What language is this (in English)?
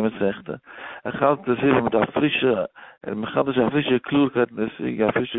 Yiddish